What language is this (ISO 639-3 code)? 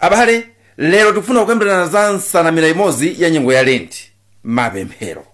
nya